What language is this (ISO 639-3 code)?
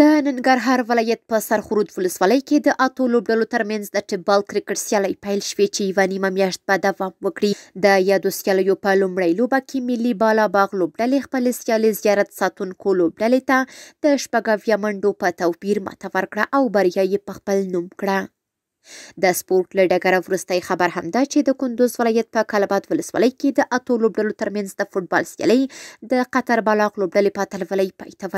pus